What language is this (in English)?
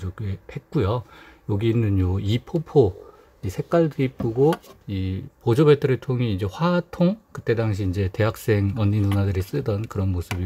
Korean